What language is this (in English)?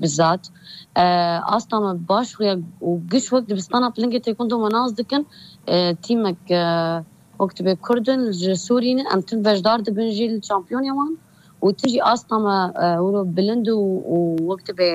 Kurdish